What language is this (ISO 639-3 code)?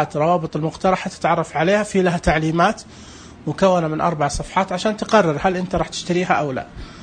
ars